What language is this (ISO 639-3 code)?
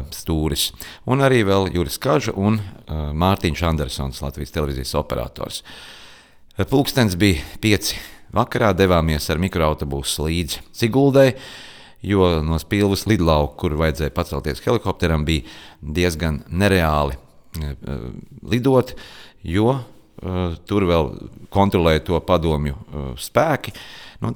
lav